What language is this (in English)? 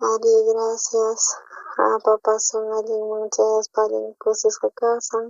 South Bolivian Quechua